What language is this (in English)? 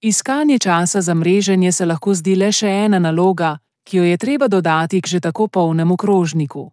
Slovenian